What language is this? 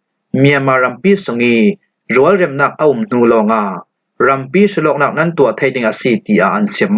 Falam Chin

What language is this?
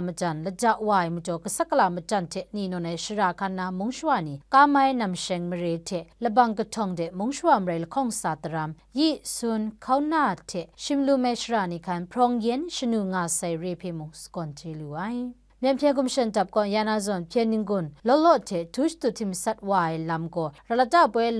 Kachin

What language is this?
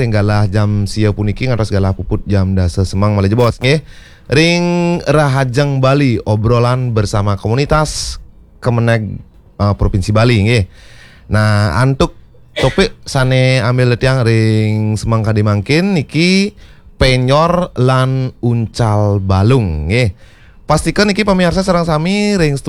Balinese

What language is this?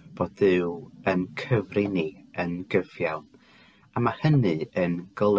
Welsh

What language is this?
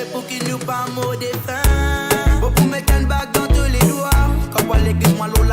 Morisyen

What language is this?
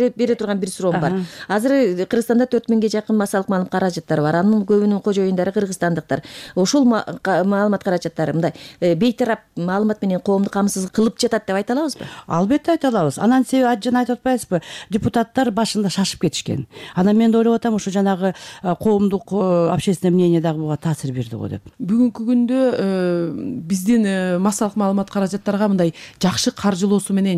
Kyrgyz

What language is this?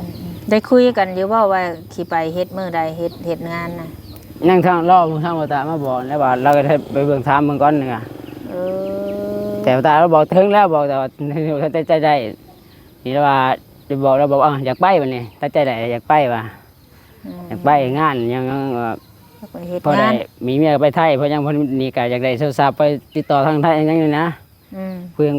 Northeastern Thai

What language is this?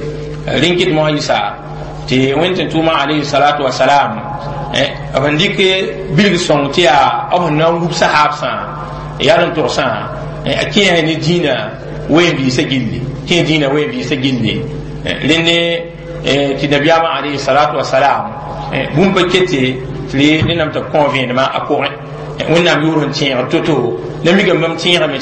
Mossi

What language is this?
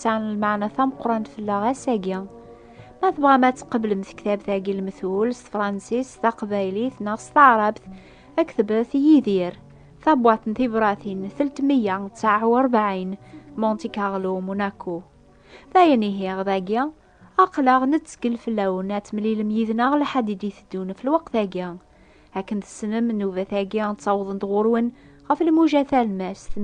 Kabyle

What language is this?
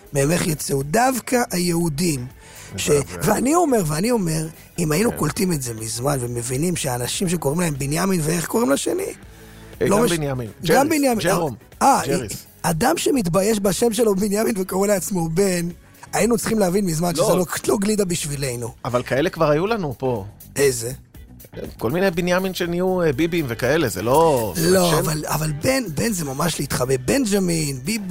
Hebrew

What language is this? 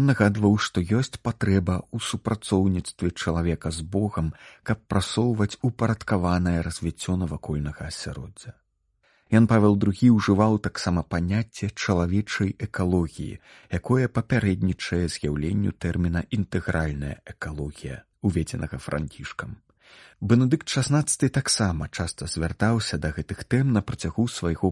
Belarusian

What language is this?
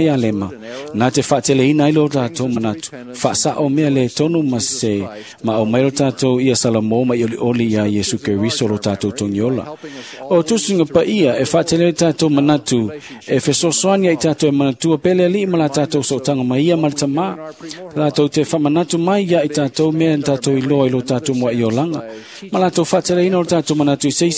Samoan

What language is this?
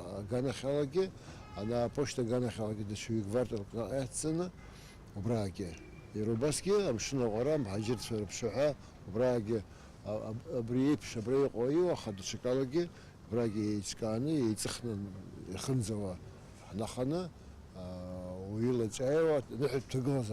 Abkhazian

